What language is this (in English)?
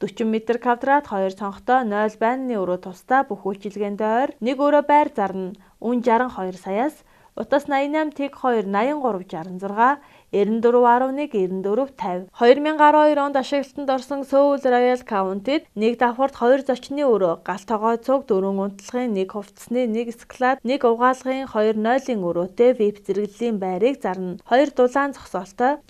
Mongolian